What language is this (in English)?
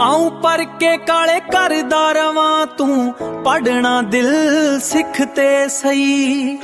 Dogri